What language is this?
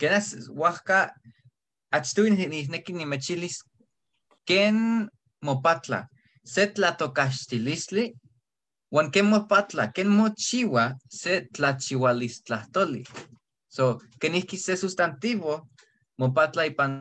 Eastern Huasteca Nahuatl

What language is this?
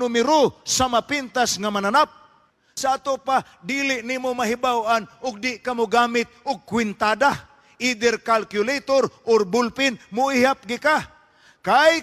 Cebuano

